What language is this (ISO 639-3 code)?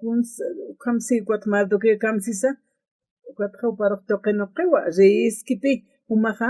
aym